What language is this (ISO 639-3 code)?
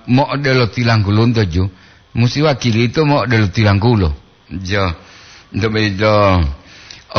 gor